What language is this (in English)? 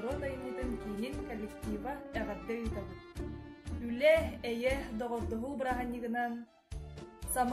Yakut